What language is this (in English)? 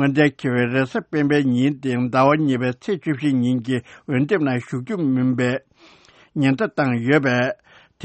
Tibetan